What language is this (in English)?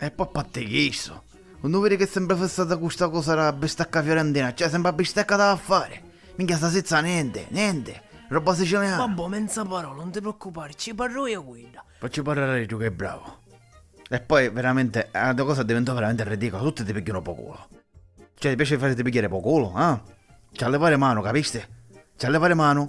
Sicilian